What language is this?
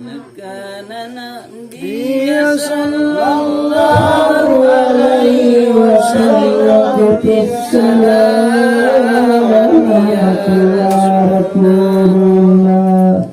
Makasar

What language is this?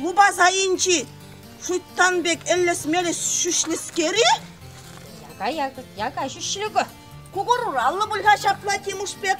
Chuvash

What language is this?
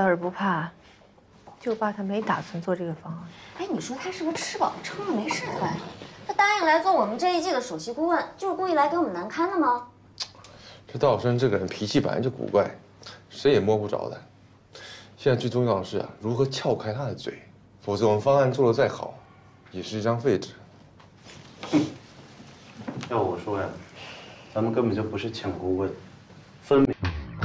Chinese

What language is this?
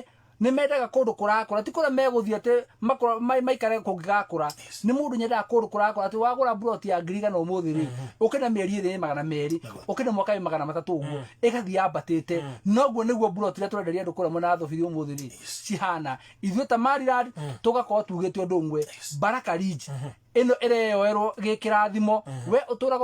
Kikuyu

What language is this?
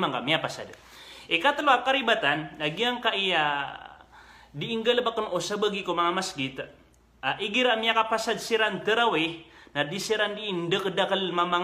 Maranao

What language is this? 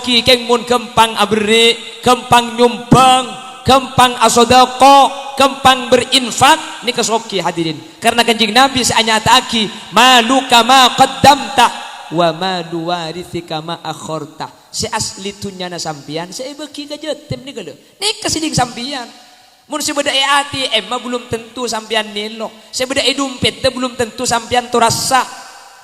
Madurese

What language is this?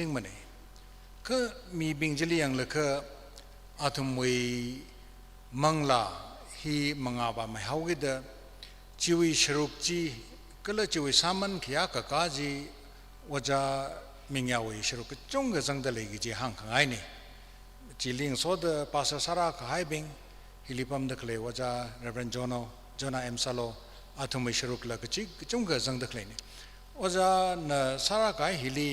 Tangkhul Naga (India)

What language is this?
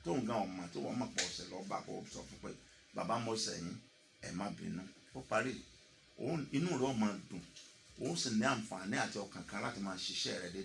Yoruba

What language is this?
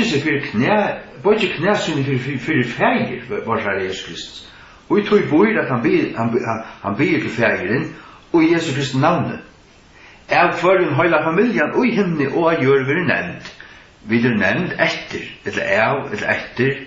Faroese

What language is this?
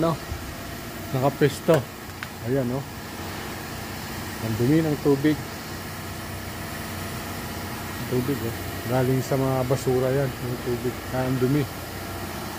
Filipino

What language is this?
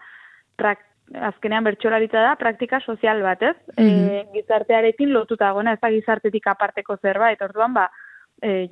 Basque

